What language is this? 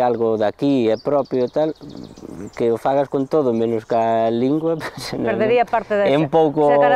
Galician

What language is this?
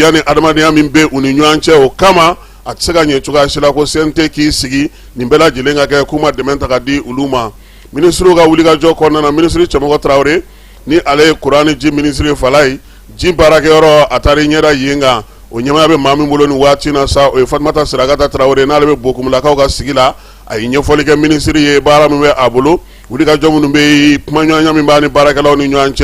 Bambara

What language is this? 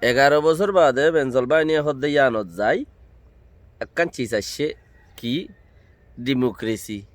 Rohingya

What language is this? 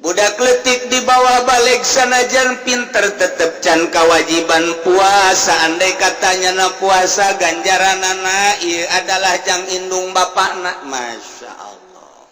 Sundanese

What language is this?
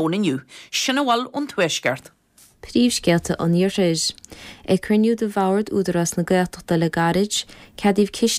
Irish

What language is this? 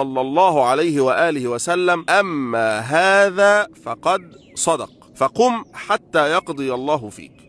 Egyptian Arabic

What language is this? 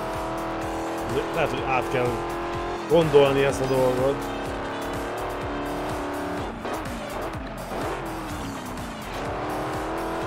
Hungarian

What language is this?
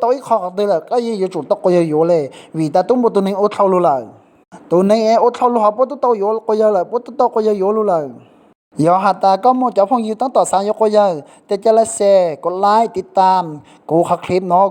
Hmong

